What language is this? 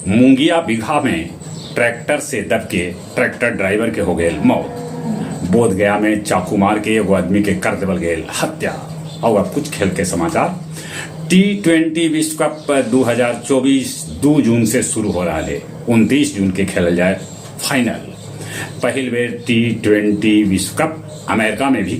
Magahi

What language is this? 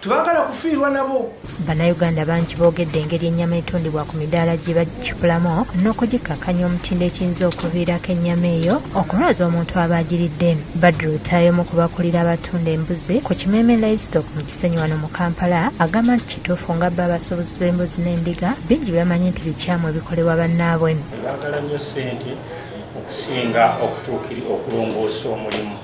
Ganda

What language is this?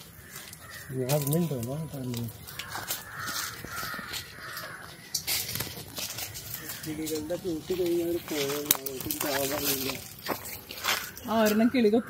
Malayalam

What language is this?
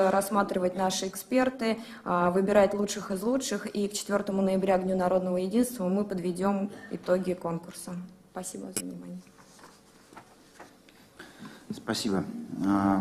Russian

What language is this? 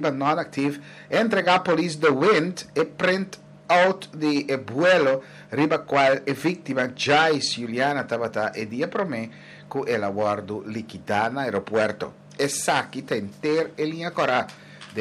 Papiamento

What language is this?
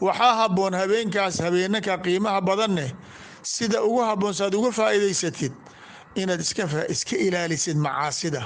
Somali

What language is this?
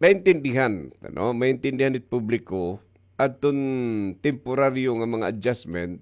Waray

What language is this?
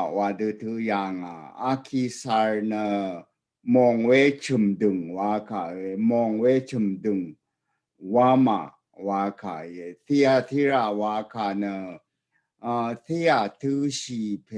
Rawang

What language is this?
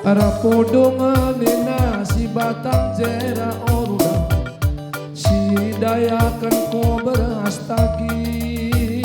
Batak Karo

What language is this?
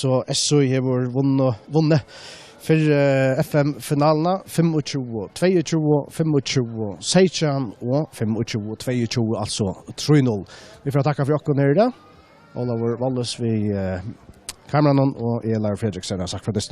Faroese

